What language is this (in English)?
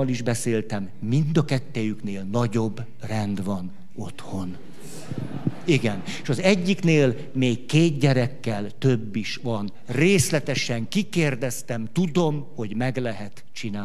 Hungarian